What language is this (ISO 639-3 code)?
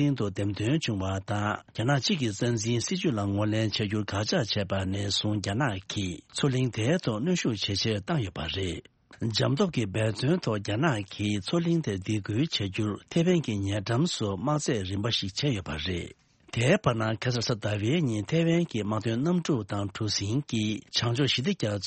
bod